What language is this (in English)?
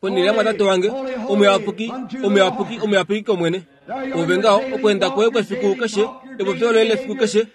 Kuanyama